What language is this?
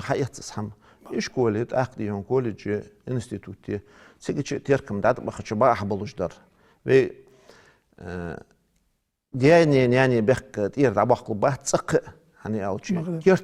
Ingush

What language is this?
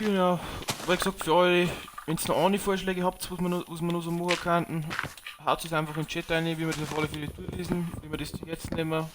Bavarian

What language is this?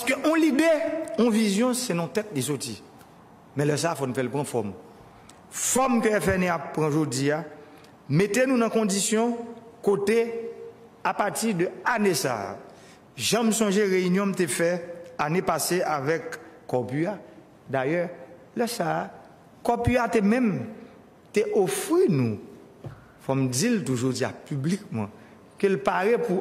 Haitian Creole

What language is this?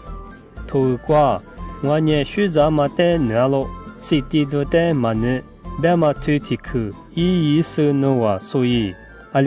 Lisu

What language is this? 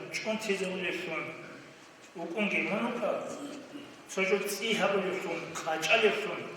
Avaric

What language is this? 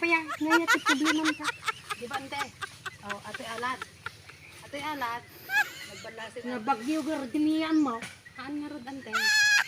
Iloko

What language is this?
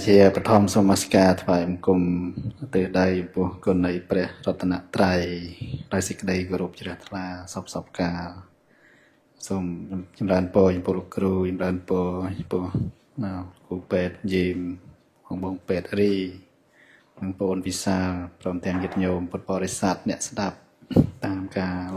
Khmer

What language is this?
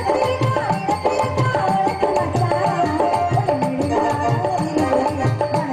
Tamil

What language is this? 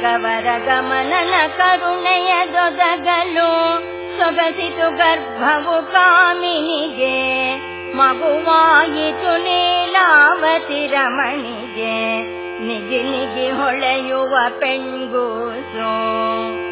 Kannada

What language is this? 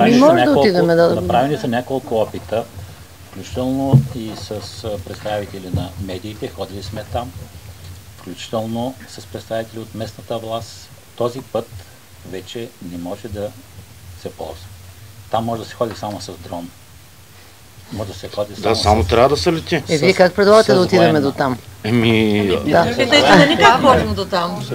Bulgarian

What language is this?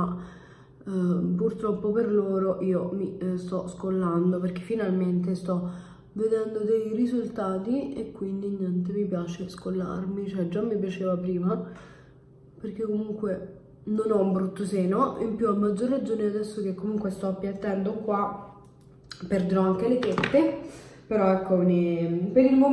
Italian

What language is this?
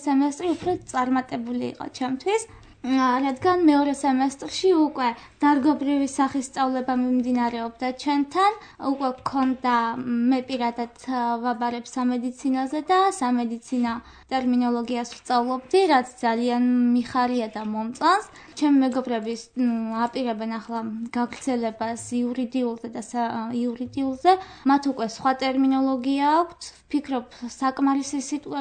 Georgian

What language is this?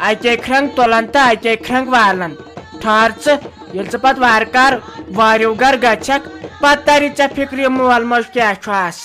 Kashmiri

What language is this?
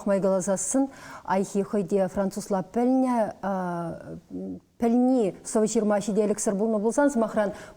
Chuvash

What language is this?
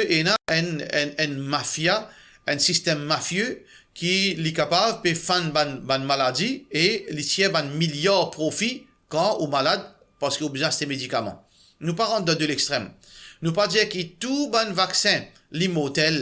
Morisyen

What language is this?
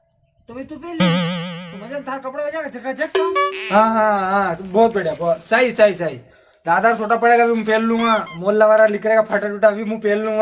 Rajasthani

